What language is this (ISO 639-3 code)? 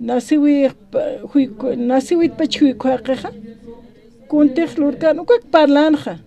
aym